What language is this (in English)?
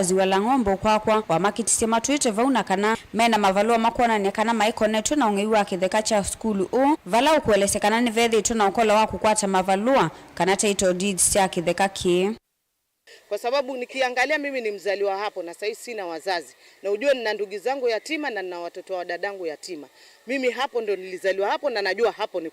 Kamba